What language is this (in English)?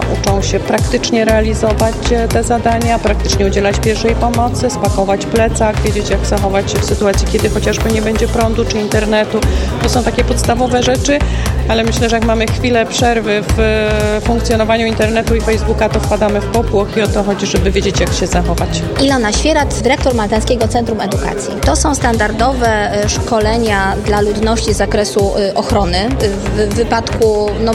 Polish